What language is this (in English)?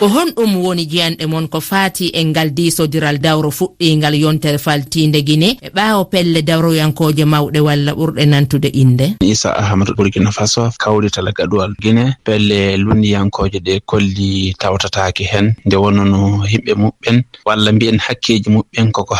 Fula